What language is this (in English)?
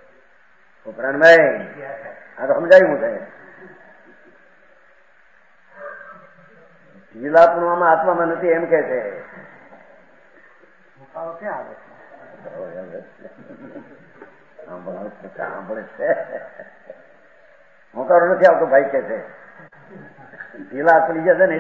Gujarati